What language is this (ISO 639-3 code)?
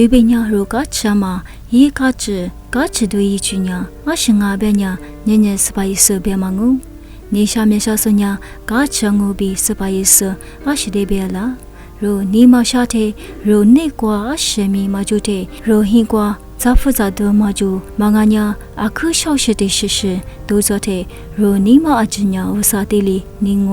lis